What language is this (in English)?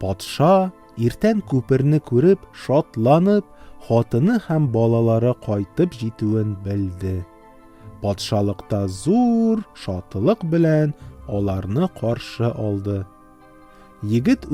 Tatar